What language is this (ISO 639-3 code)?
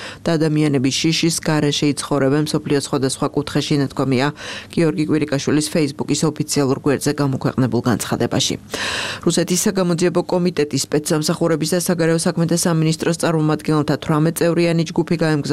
kat